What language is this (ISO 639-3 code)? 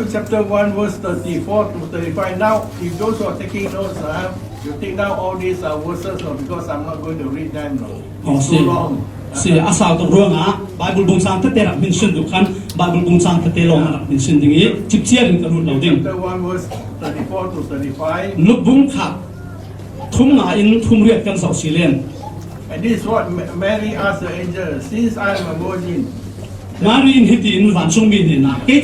cfm